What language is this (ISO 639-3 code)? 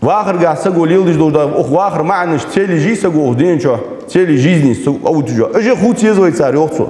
inh